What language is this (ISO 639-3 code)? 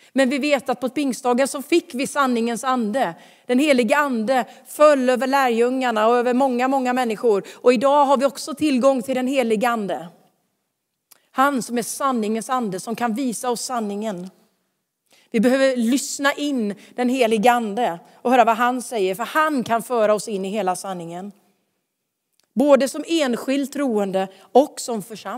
swe